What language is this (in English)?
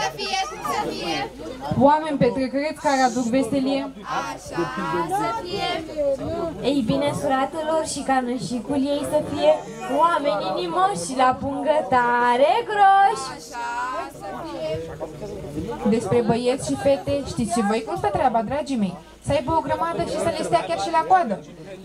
Romanian